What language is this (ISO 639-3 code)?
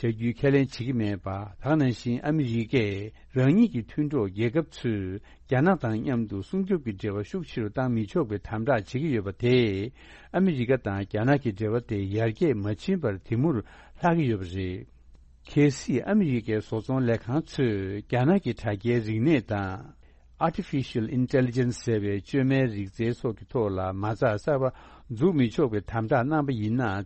bod